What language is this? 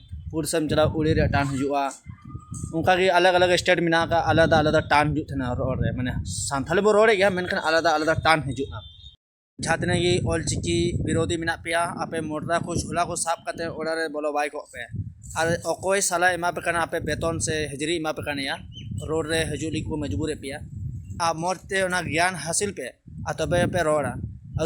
Santali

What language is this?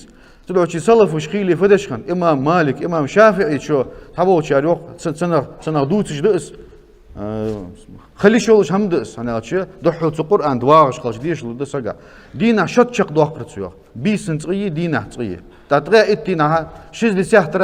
Ingush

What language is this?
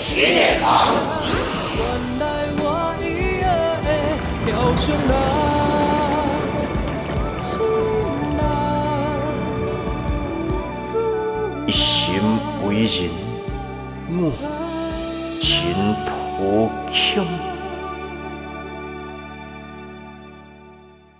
Chinese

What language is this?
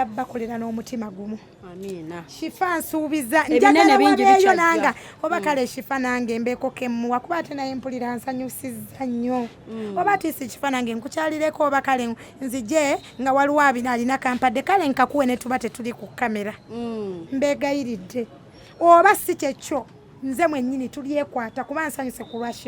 Ganda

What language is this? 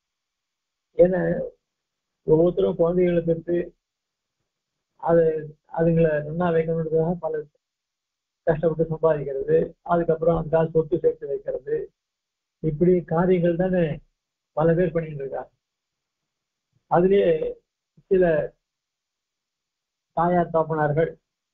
Tamil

